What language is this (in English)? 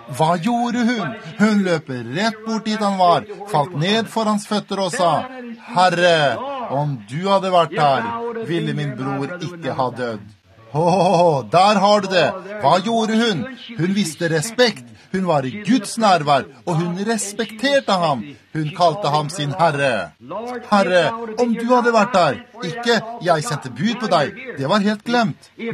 Norwegian